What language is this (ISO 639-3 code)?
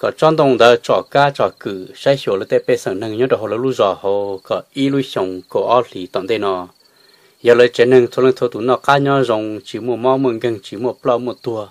hmn